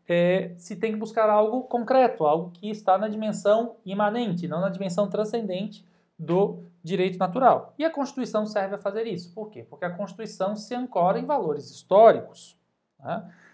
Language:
Portuguese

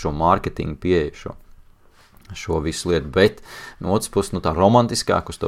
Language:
Latvian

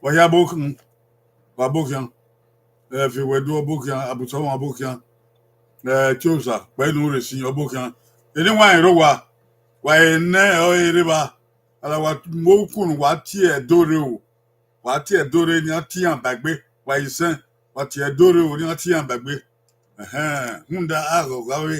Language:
Bini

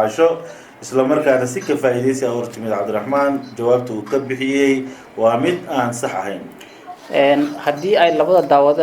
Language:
Somali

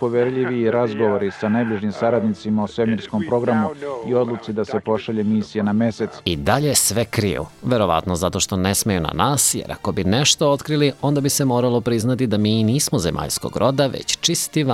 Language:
Serbian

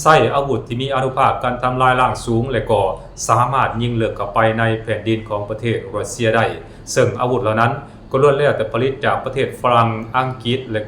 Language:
Lao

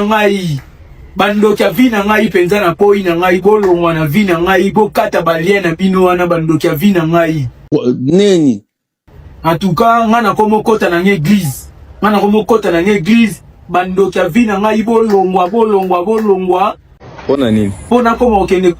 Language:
Lingala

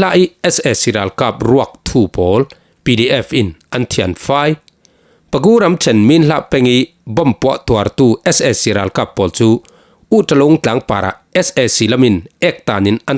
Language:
Falam Chin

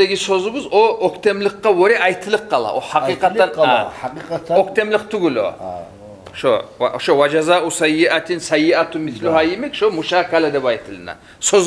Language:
Kumyk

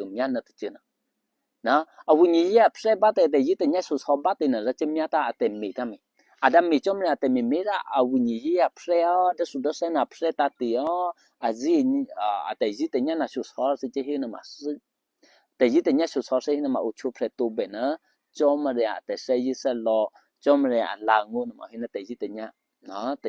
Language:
Eastern Kayah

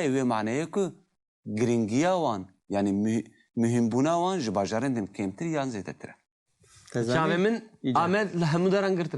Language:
Kurdish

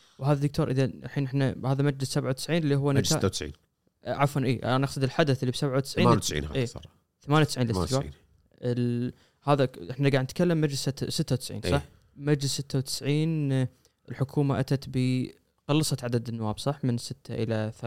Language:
Gulf Arabic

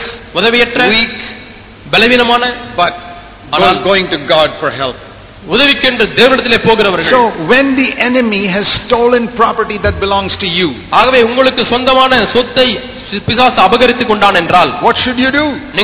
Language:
Tamil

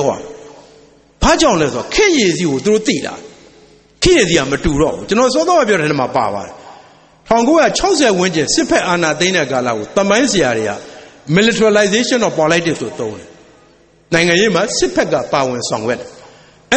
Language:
Burmese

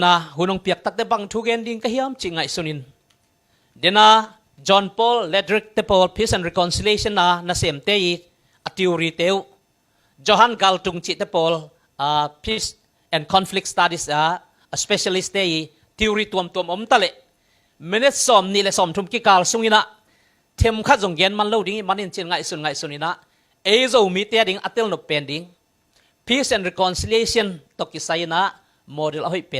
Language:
Tedim Chin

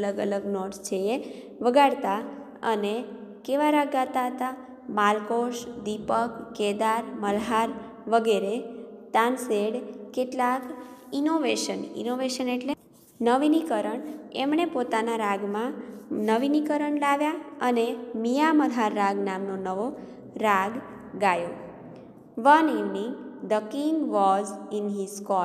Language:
Gujarati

